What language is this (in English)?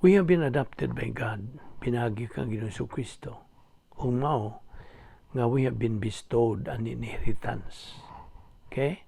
Cebuano